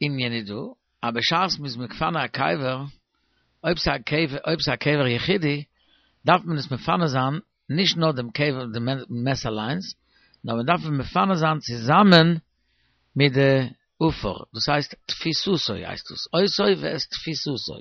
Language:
Yiddish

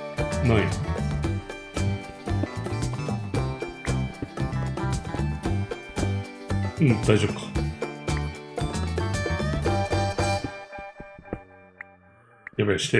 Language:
Japanese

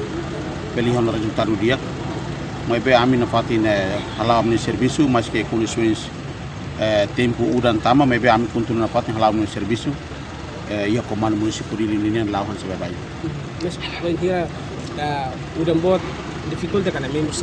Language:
Tetum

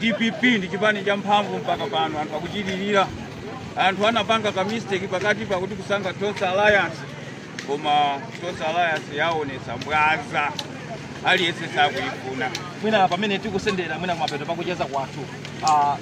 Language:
Nyanja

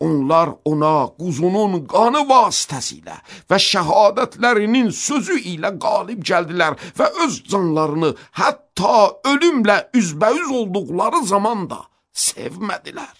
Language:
Azerbaijani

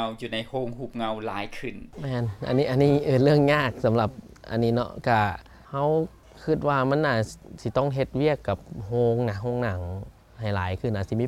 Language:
Lao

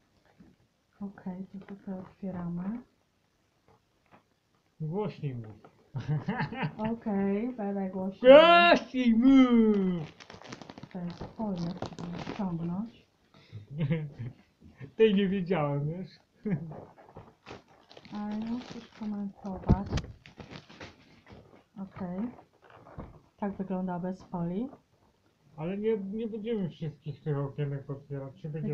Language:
Polish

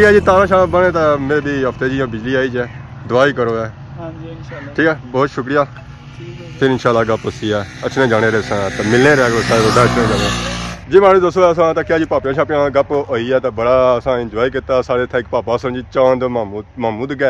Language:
Pahari-Potwari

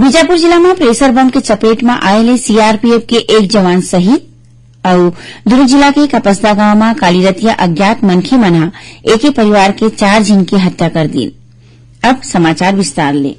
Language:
Chhattisgarhi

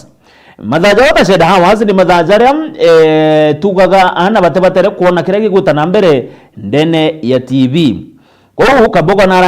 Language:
Meru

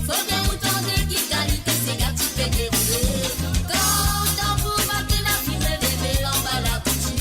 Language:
Morisyen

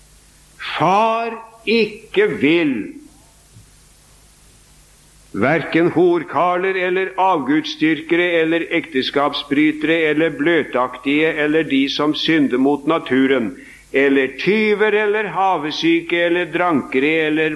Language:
Norwegian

